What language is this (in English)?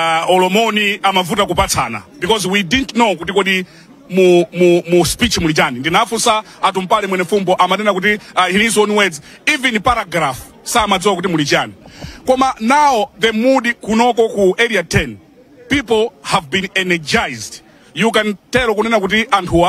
Nyanja